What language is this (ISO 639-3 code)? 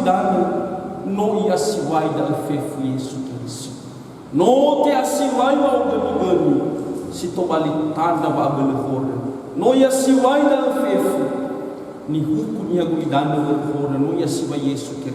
nia